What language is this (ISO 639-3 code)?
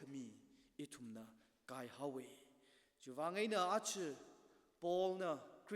nmf